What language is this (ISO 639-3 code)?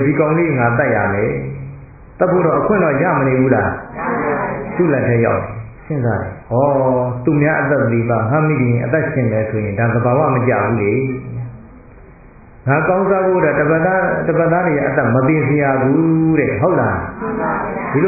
mya